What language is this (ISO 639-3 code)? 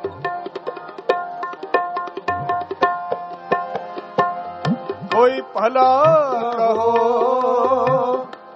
pan